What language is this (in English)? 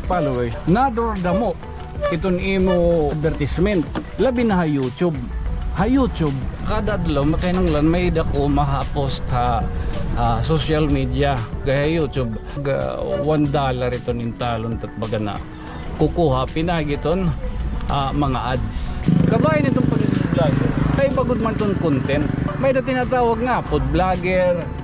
Waray